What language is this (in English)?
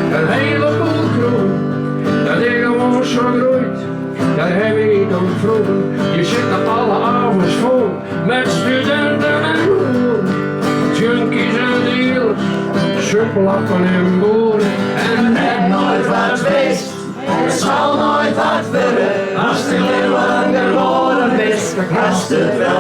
Western Frisian